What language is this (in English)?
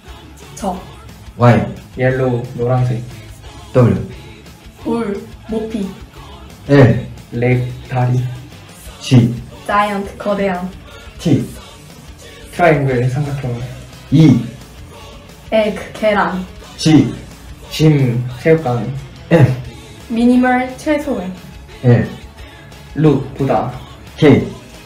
Korean